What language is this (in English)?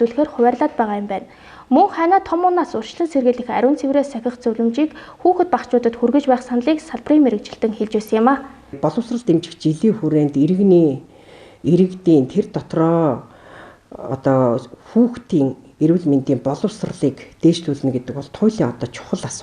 Mongolian